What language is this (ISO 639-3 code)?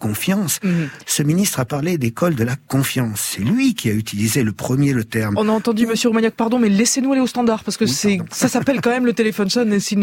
fra